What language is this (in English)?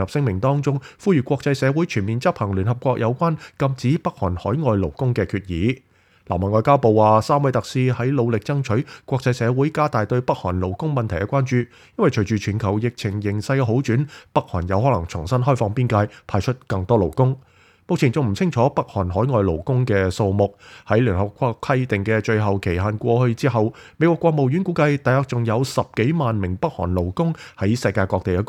Cantonese